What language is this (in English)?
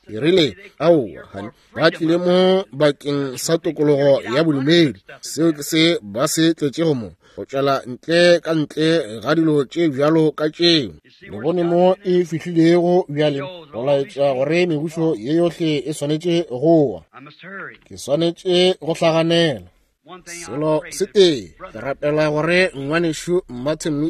Northern Sotho